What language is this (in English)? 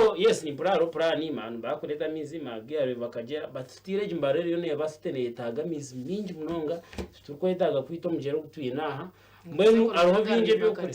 Nyankole